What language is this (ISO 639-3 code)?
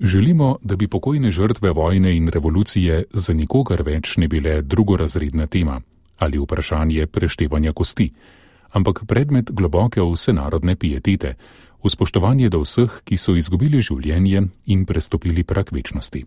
slv